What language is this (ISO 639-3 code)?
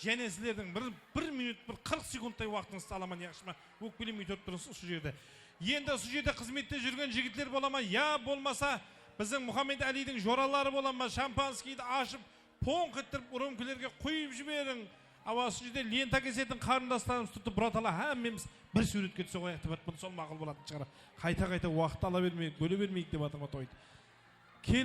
kaa